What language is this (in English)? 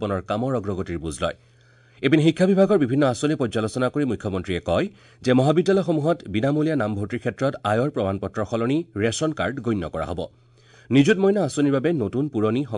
Assamese